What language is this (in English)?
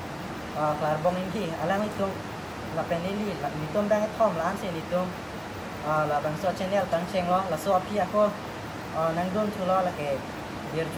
Karbi